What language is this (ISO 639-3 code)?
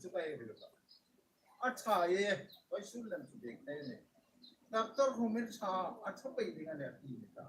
hmr